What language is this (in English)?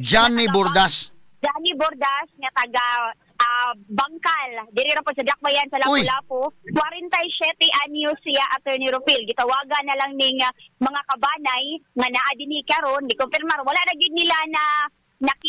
Cebuano